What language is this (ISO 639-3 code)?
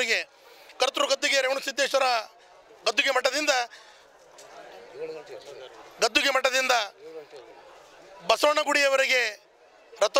kan